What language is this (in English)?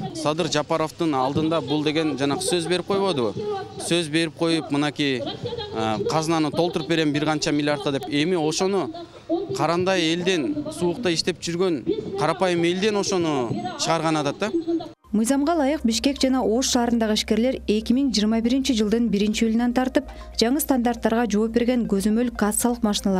Kyrgyz